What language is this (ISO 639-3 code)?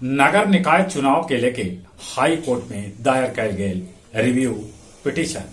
mag